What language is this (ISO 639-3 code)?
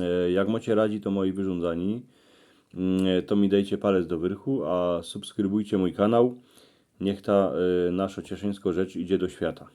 szl